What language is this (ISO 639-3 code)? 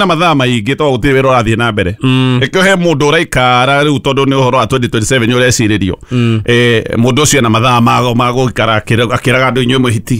kik